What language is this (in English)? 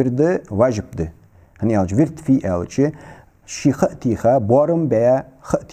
Ingush